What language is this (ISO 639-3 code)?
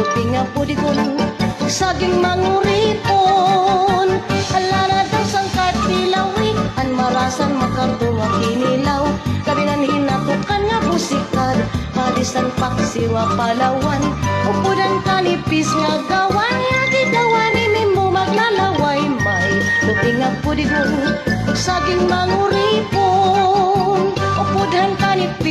war